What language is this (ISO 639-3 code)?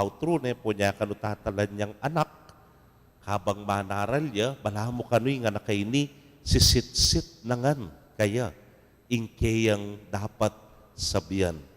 pam